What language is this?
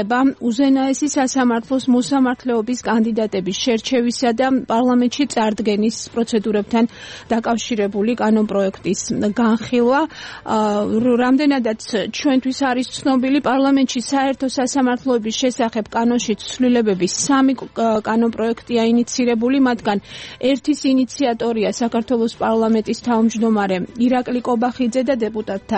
Georgian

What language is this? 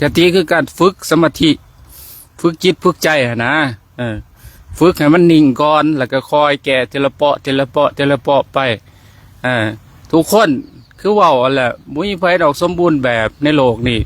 Lao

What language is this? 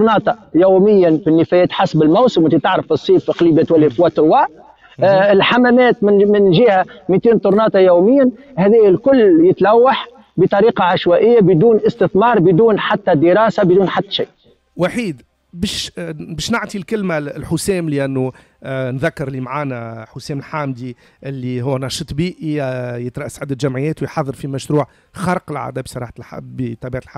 Tunisian Arabic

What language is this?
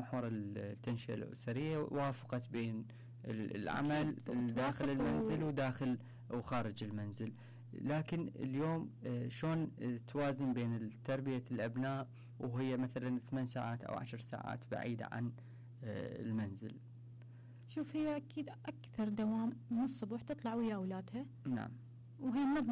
Mesopotamian Arabic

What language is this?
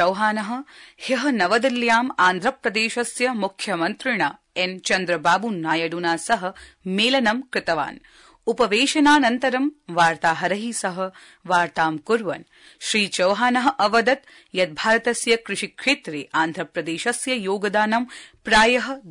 Sanskrit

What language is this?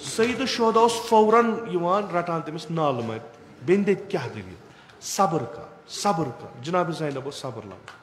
Kashmiri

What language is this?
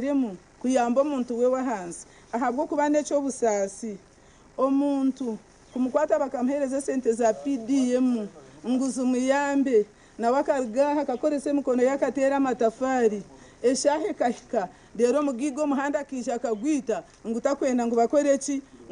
Nyankole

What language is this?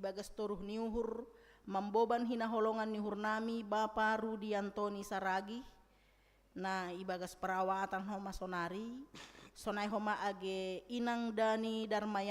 Batak Simalungun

